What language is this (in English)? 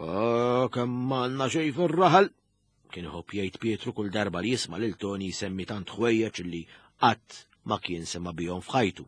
Maltese